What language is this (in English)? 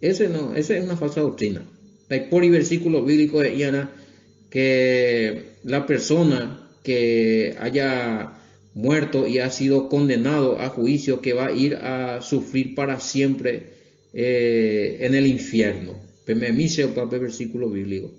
Guarani